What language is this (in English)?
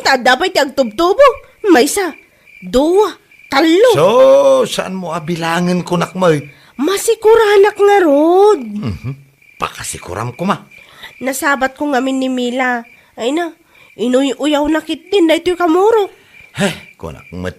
Iloko